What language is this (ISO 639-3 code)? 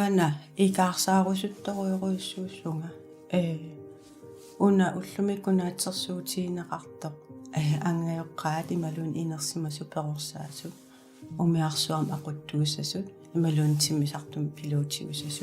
kal